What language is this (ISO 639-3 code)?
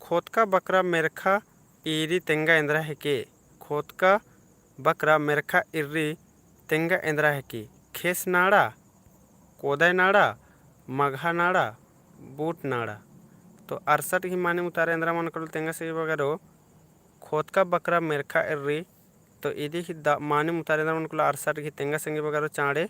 kru